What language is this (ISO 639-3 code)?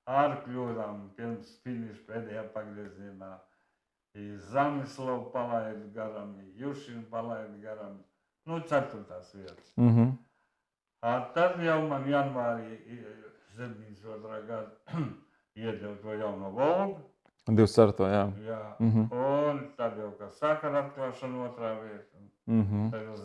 lav